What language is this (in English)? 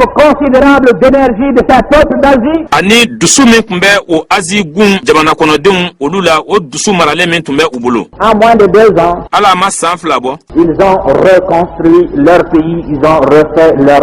Bambara